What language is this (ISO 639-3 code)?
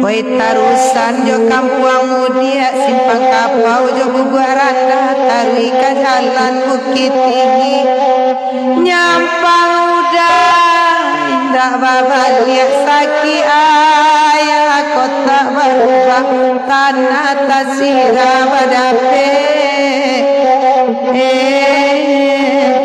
min